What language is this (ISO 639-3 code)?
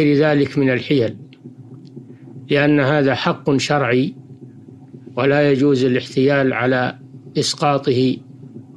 ara